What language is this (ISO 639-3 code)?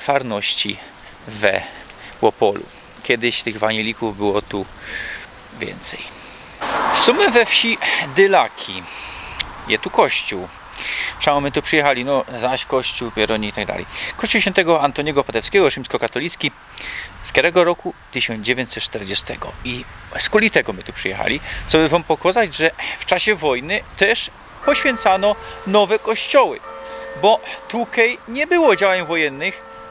szl